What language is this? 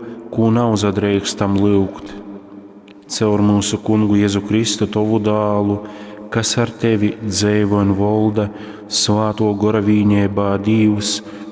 Latgalian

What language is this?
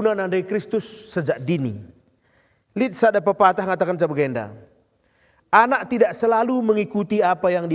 Batak Karo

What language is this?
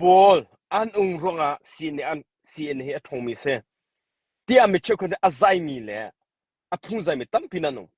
Hakha Chin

